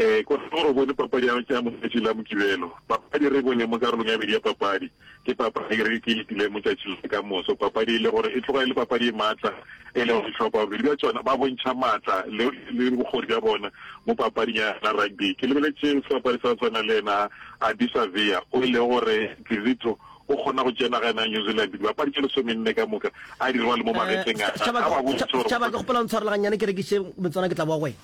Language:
Northern Sotho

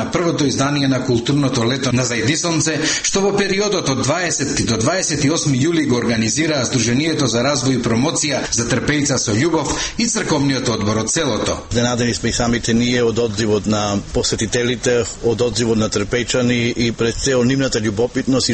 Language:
Macedonian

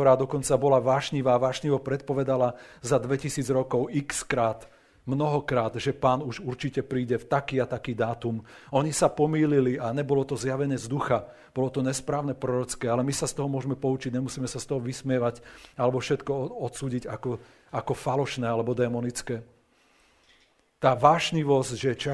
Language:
Slovak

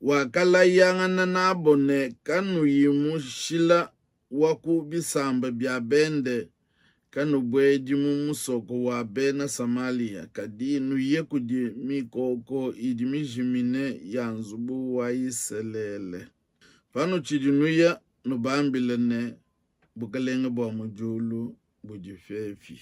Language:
Luba-Lulua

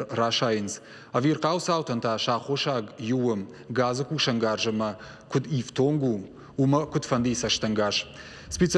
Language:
Ossetic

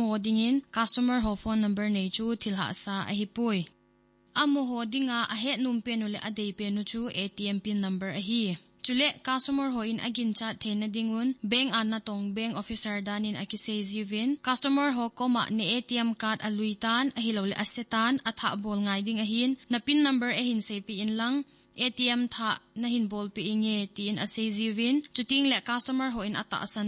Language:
Thado Chin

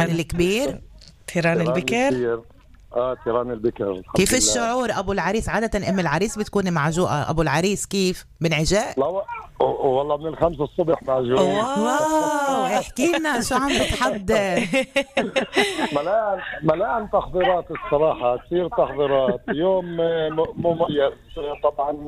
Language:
North Levantine Arabic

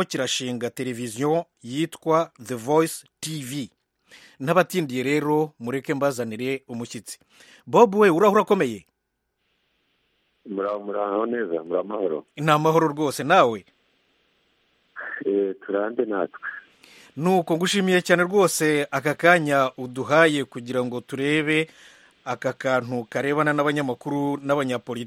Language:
Kinyarwanda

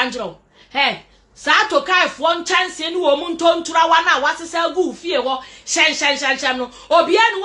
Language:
Akan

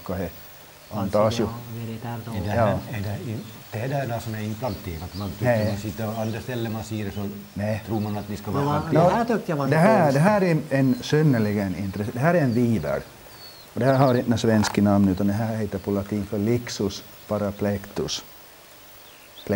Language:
Swedish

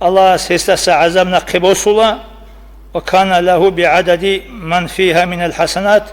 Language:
Avaric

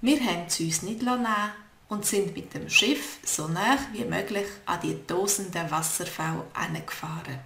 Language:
Swiss German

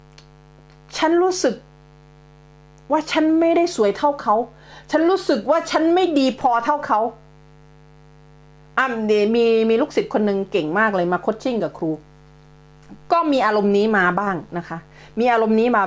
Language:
Thai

